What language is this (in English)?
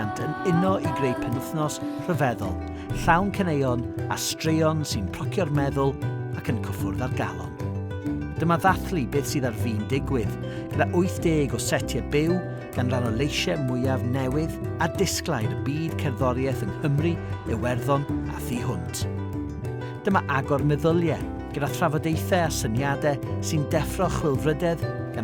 Welsh